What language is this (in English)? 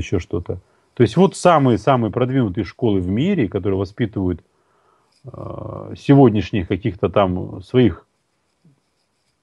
Russian